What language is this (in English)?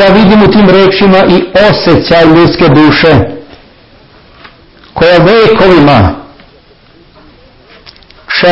Serbian